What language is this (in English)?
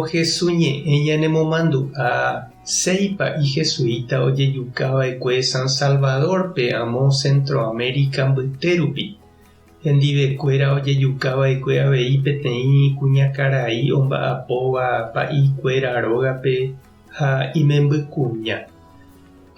Guarani